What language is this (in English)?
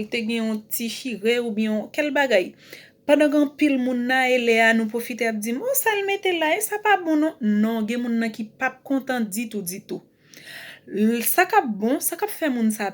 Haitian Creole